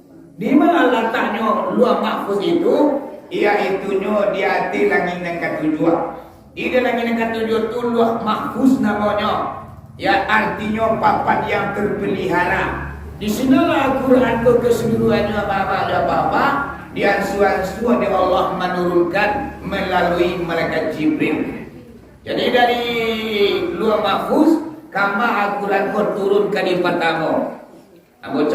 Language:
Minangkabau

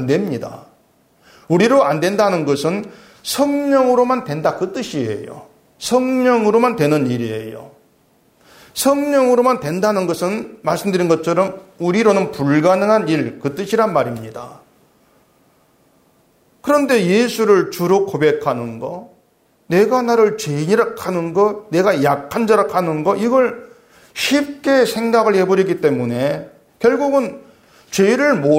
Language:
Korean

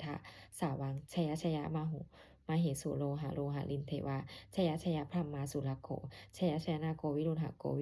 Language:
Pali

